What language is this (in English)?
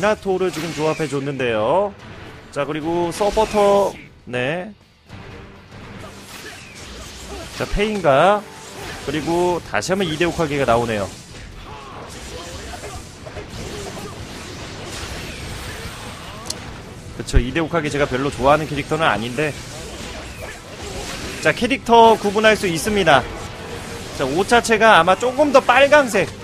Korean